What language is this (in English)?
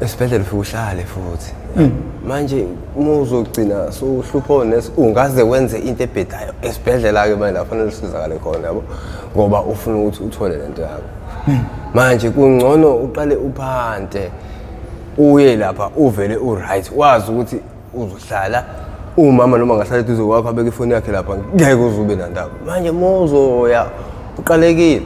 Zulu